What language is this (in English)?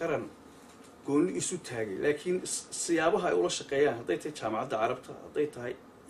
Somali